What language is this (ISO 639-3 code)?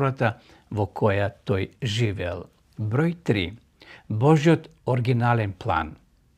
mkd